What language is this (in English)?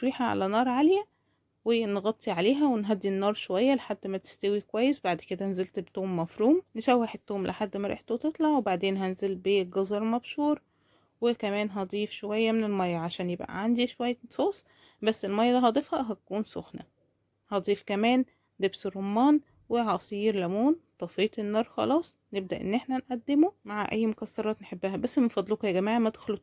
Egyptian Arabic